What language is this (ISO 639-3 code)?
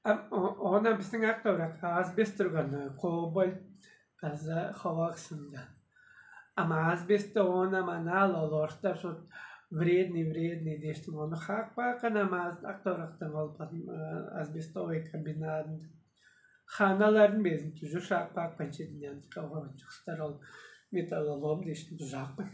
tyv